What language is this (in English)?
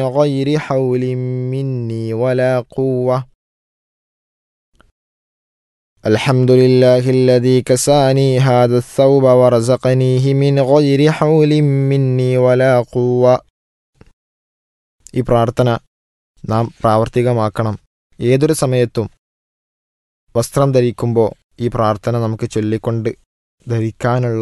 Malayalam